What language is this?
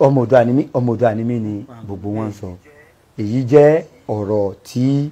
Yoruba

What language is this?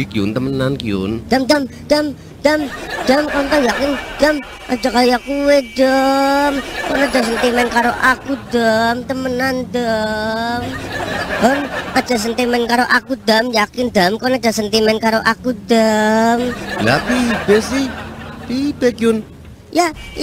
Javanese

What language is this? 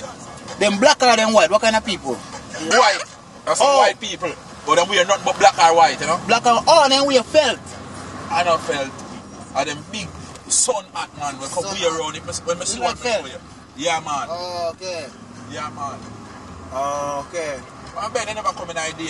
Jamaican Creole English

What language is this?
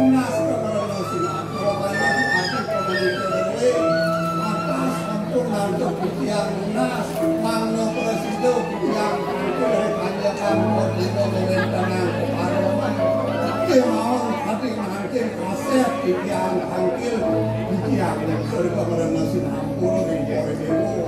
Balinese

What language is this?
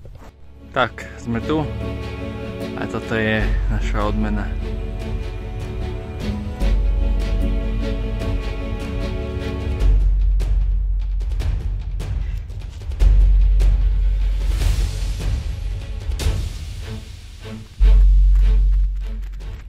Slovak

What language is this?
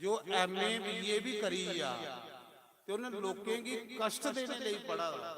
Dogri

